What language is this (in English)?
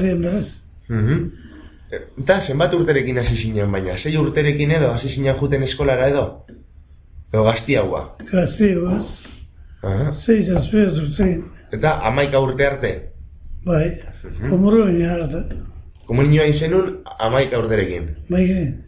Basque